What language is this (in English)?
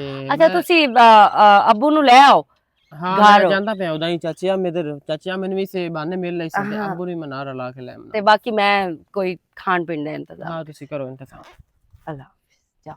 Western Panjabi